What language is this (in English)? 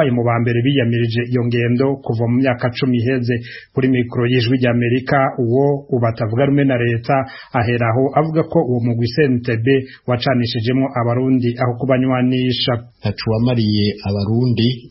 Rundi